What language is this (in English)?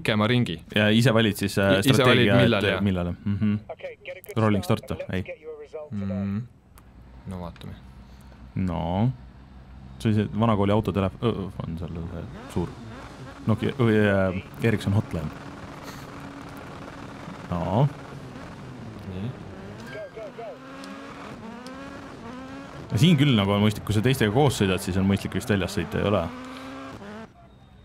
Estonian